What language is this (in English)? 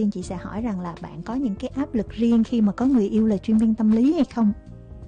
Vietnamese